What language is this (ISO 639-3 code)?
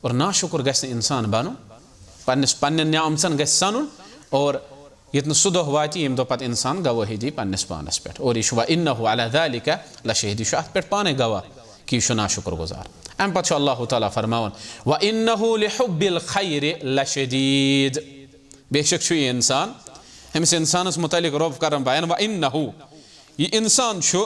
kas